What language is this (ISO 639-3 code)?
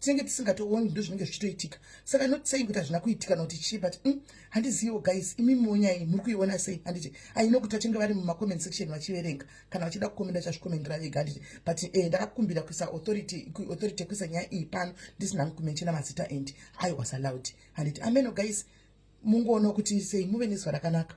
sna